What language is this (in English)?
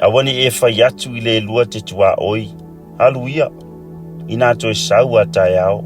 Samoan